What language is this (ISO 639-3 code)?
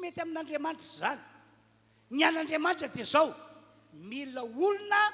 mlg